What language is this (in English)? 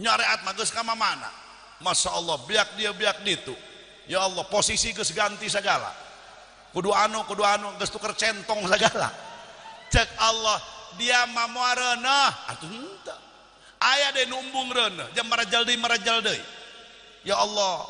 Sundanese